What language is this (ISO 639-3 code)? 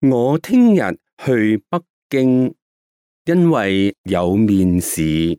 yue